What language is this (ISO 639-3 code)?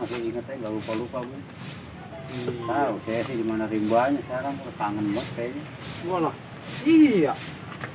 bew